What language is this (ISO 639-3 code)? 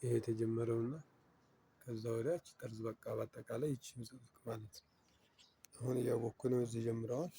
amh